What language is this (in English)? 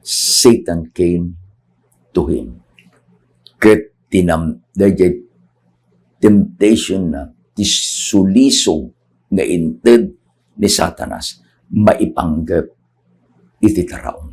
Iloko